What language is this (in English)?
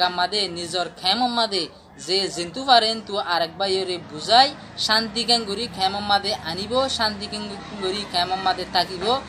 Rohingya